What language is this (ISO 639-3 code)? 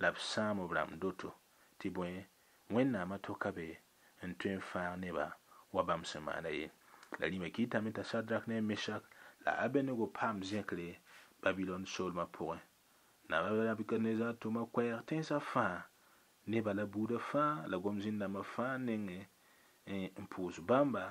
mos